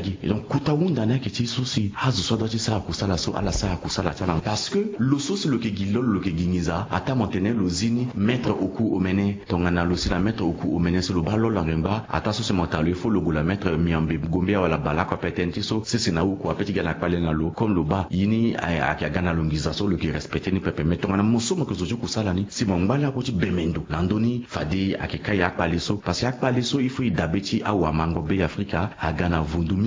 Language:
Sango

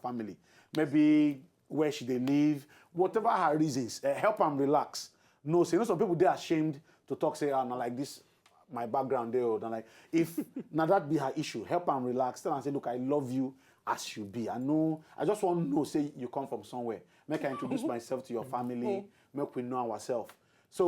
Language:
Nigerian Pidgin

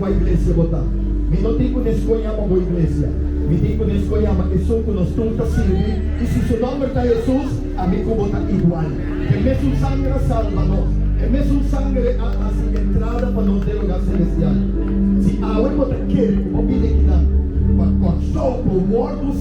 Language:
Papiamento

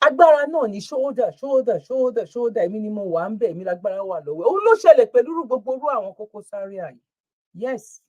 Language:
Yoruba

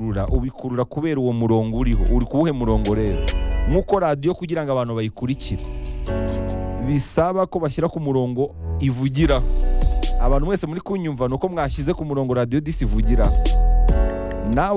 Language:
Kinyarwanda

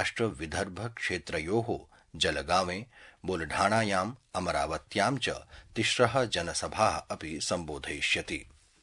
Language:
Sanskrit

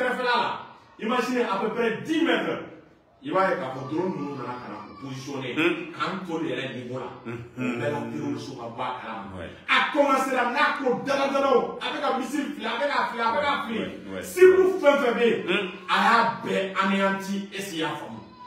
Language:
Bambara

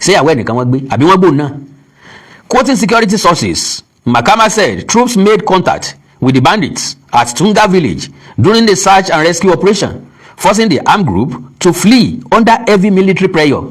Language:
Yoruba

